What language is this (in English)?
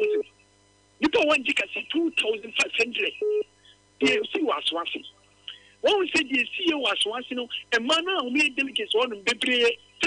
Akan